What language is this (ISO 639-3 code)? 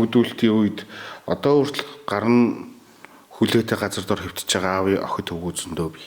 mon